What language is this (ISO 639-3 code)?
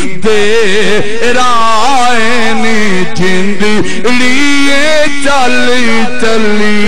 skr